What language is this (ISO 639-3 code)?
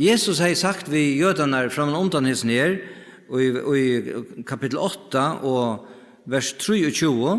fao